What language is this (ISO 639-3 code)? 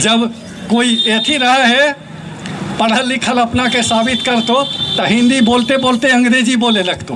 mag